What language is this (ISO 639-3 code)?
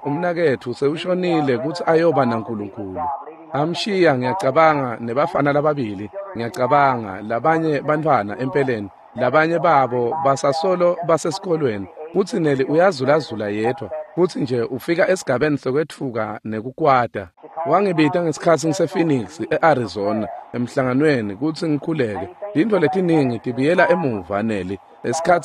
ssw